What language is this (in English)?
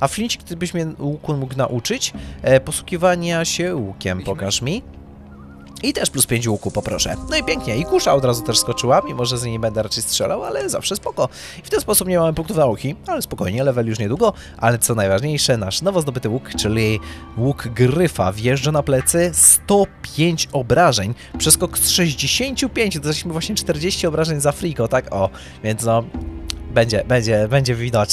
Polish